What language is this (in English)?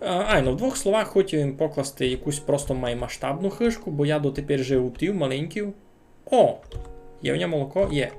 Rusyn